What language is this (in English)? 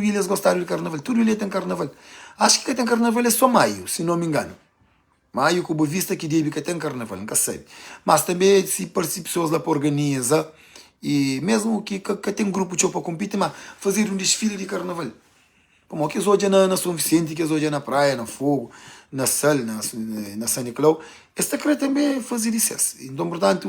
Kabuverdianu